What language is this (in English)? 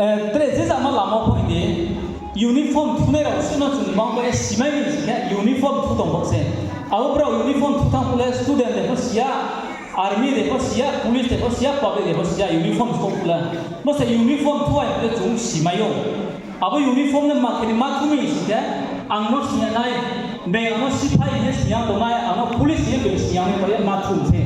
Riang (India)